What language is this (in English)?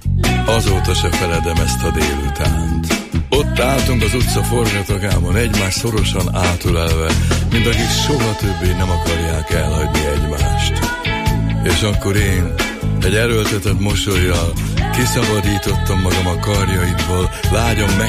Hungarian